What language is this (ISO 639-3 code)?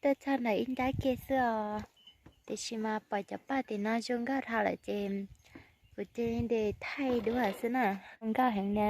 hmn